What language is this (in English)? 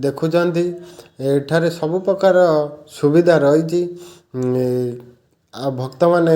Odia